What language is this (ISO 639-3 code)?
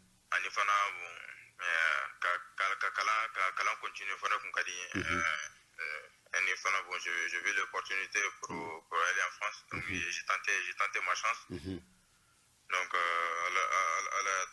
bam